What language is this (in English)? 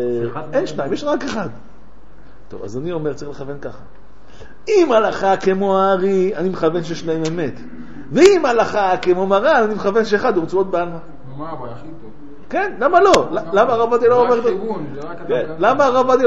Hebrew